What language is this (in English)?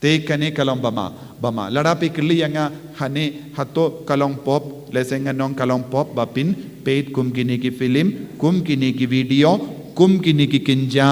Khasi